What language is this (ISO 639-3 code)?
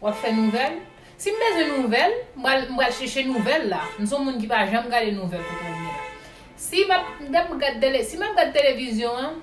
hat